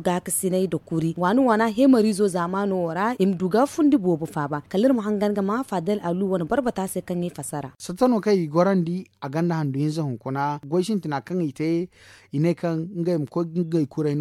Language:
Zarma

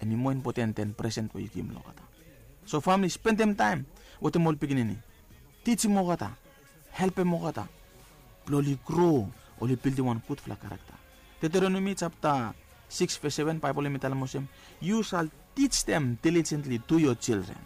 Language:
Bislama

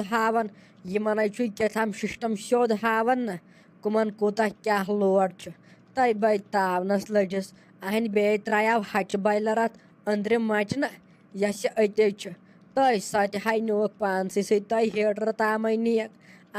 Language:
Kashmiri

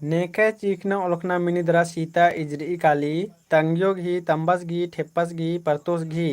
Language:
Kurukh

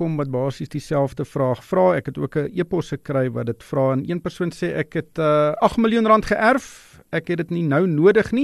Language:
Afrikaans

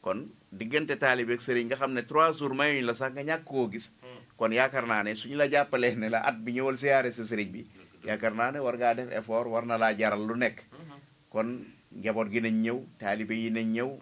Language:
Wolof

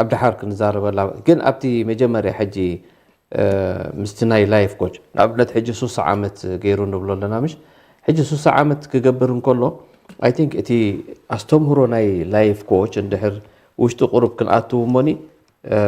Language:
Tigrinya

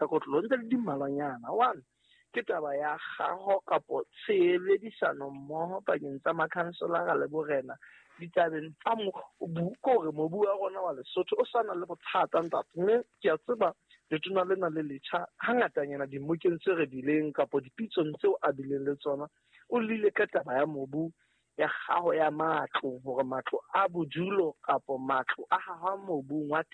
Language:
Southern Sotho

